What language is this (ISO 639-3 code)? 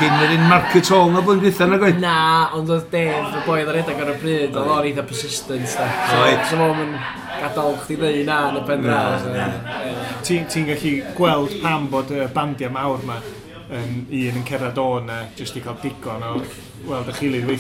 cym